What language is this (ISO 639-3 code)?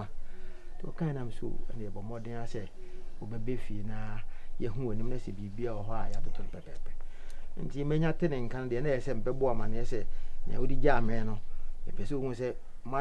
aka